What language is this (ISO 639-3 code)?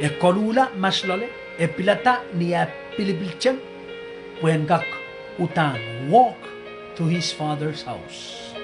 pon